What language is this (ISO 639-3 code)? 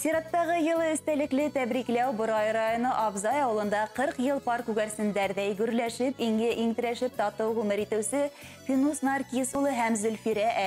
bak